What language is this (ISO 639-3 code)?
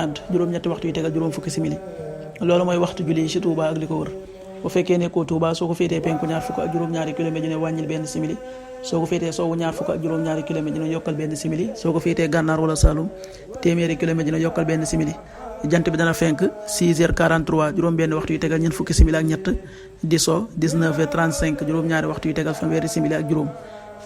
wol